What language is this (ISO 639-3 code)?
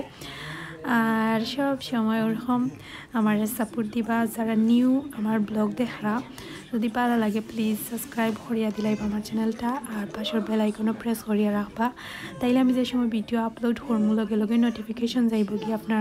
syl